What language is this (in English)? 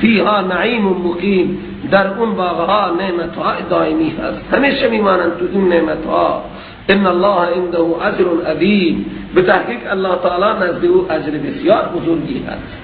Persian